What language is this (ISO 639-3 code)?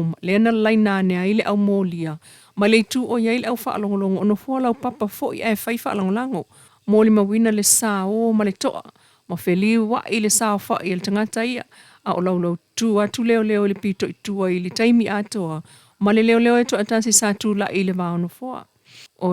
smo